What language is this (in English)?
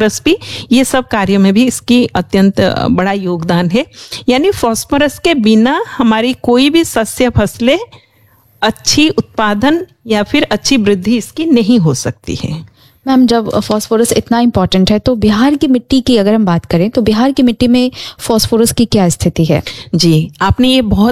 Hindi